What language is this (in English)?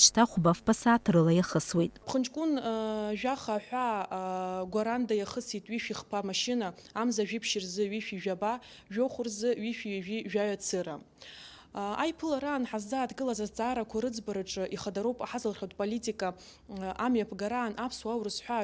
Abkhazian